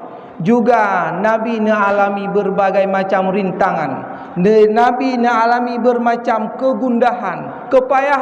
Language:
Achinese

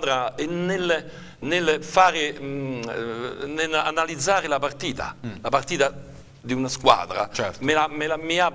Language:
Italian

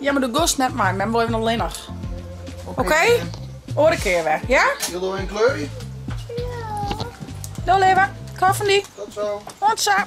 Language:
Western Frisian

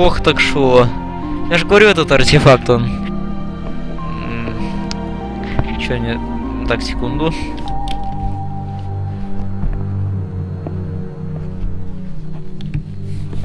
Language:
Russian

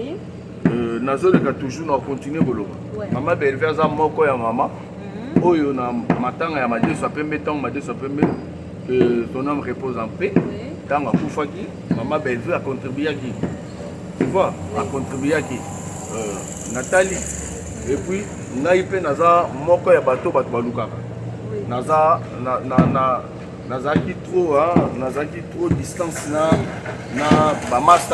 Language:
Lingala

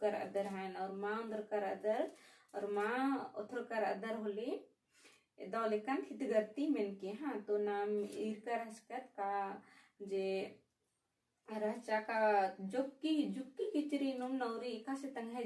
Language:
Kurukh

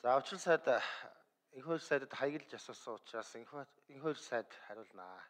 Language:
Mongolian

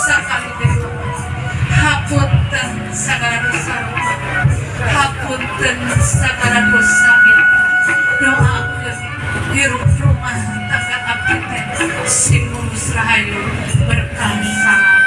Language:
Sundanese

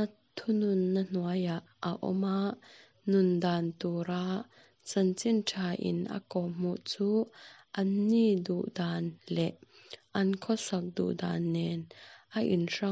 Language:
Mizo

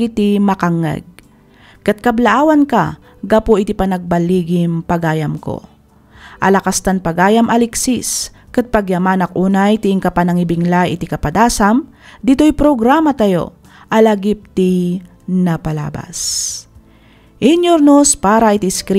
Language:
Iloko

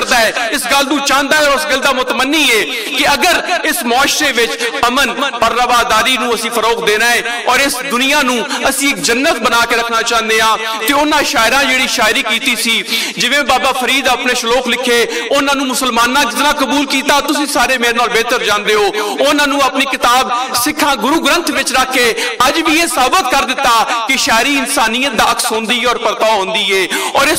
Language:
Western Panjabi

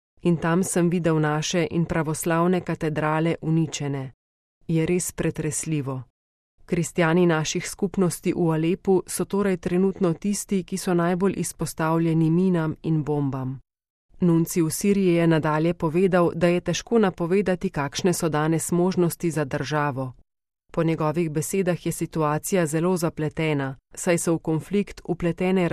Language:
Slovenian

